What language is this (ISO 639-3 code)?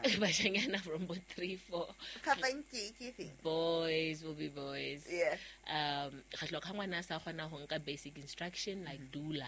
sot